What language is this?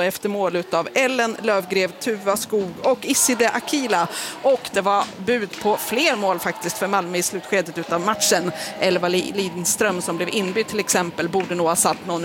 Swedish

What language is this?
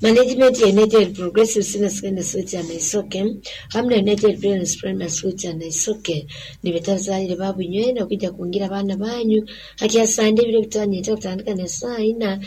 Nyoro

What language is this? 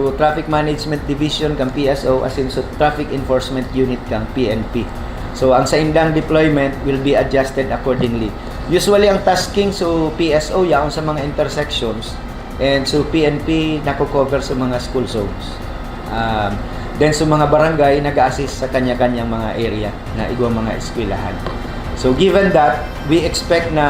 Bikol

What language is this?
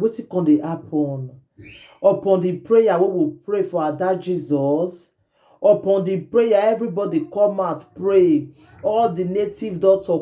Nigerian Pidgin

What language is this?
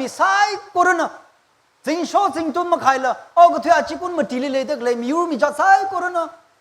Tangkhul Naga (India)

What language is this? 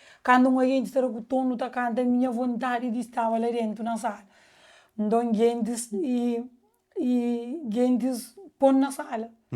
Kabuverdianu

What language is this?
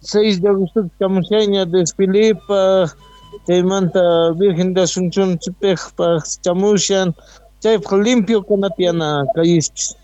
South Bolivian Quechua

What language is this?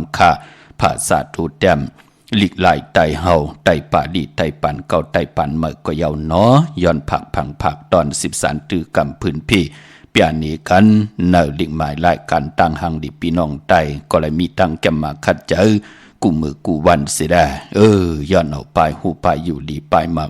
Shan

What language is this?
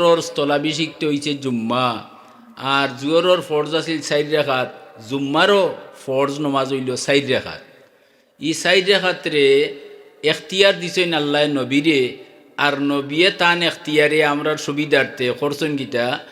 Sylheti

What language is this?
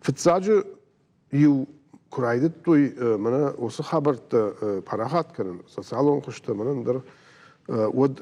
Ossetic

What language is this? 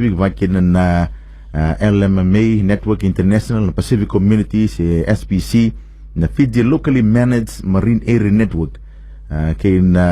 Fijian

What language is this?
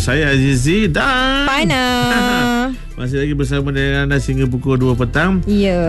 Malay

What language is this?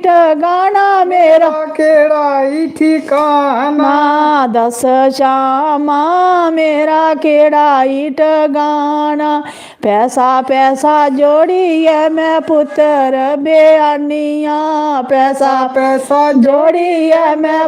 Dogri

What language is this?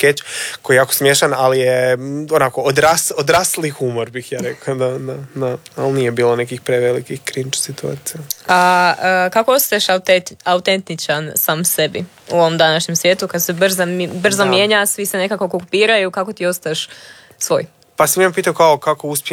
Croatian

